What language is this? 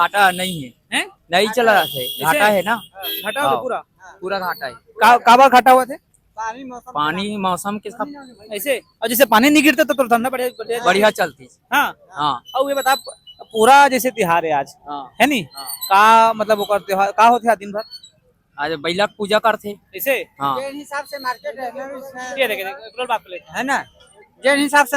Chhattisgarhi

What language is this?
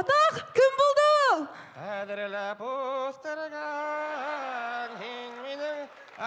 Bashkir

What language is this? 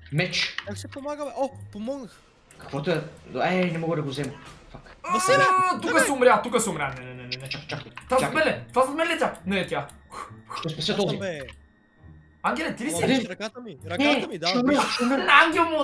Bulgarian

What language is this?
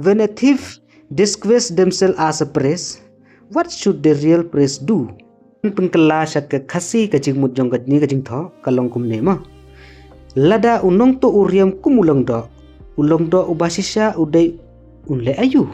Khasi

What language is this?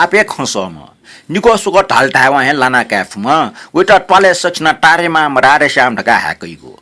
Newari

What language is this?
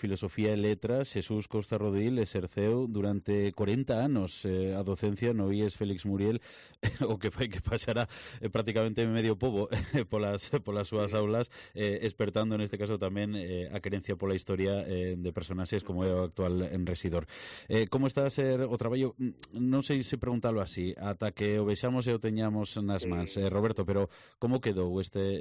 Galician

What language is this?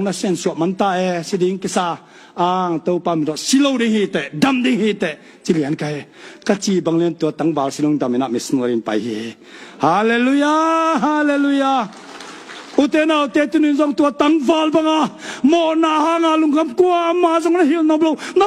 Tedim Chin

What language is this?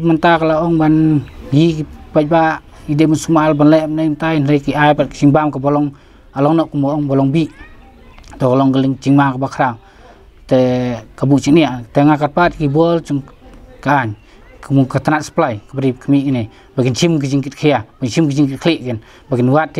Khasi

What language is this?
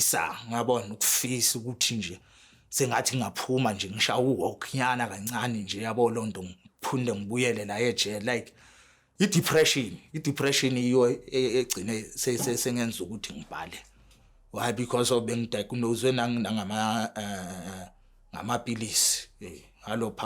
Zulu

